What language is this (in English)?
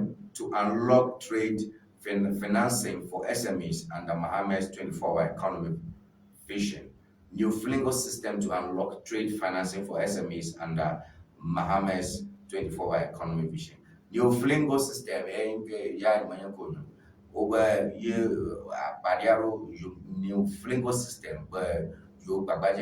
Ewe